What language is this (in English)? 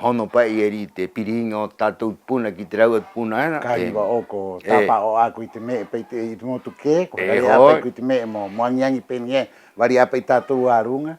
Rapanui